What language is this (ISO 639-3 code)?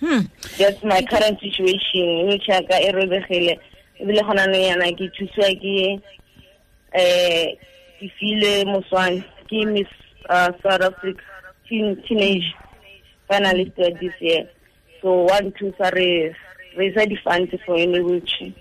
tsn